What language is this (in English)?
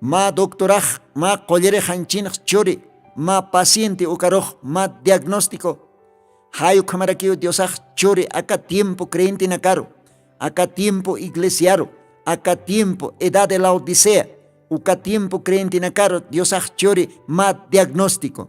Aymara